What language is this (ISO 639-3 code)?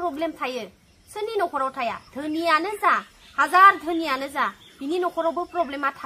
brx